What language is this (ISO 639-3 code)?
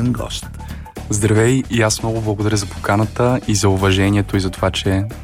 bul